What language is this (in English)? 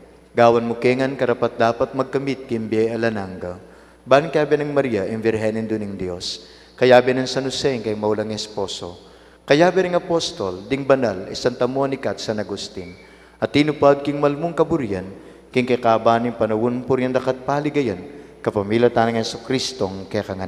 Pampanga